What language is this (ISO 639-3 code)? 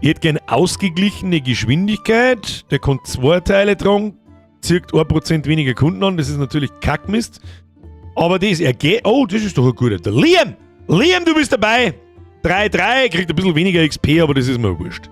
bar